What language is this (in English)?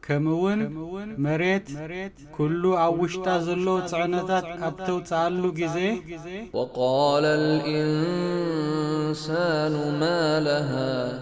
Tigrinya